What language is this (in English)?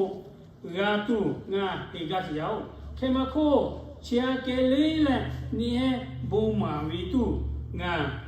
Lahu